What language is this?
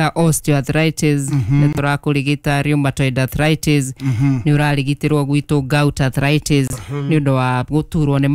Kikuyu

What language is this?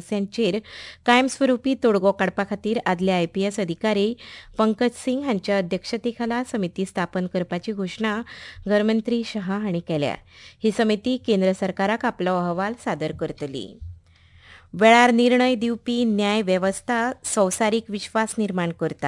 Konkani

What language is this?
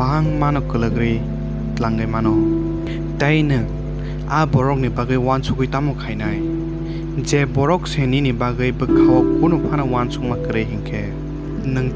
Kok Borok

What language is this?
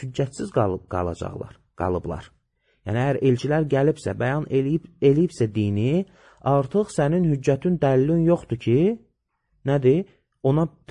Azerbaijani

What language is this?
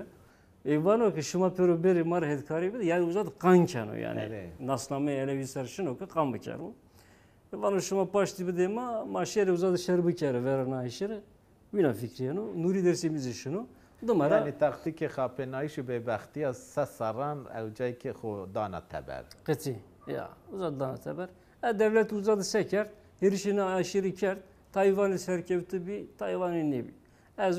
Zaza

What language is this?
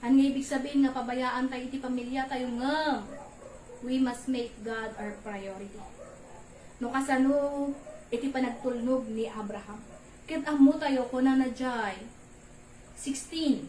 Iloko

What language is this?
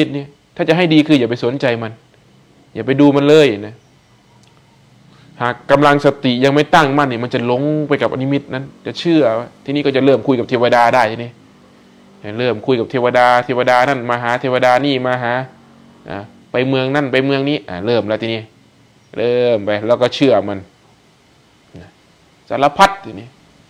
Thai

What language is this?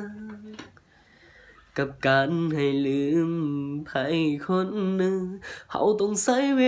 Lao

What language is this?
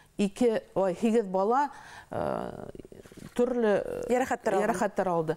Bashkir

